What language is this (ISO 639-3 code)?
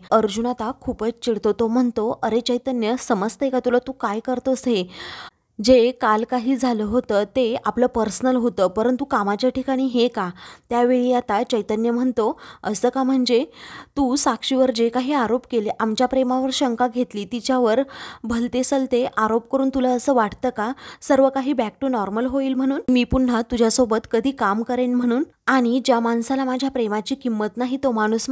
mar